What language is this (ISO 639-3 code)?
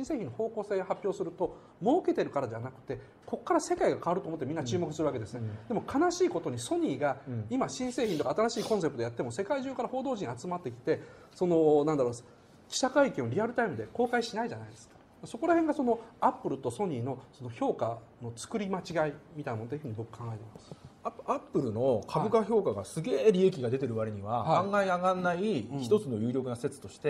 jpn